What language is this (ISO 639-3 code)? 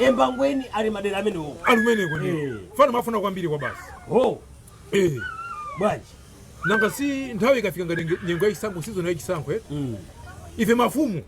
nya